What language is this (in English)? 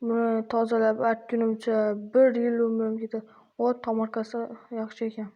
Uzbek